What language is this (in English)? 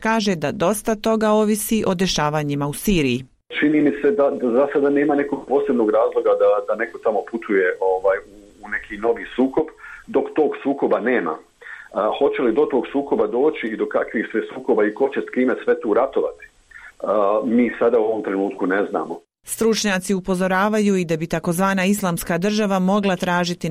Serbian